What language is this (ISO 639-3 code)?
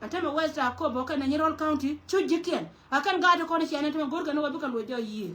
nus